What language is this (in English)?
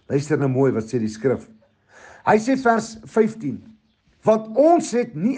Afrikaans